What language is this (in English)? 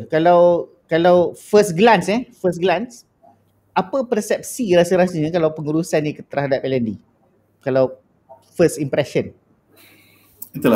Malay